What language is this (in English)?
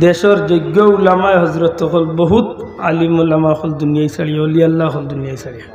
Sylheti